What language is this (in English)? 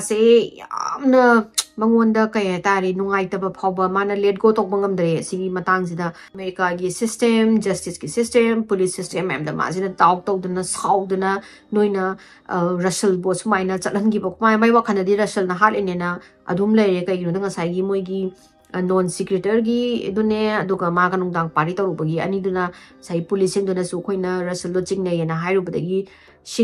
Manipuri